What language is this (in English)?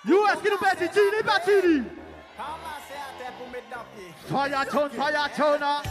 Seselwa Creole French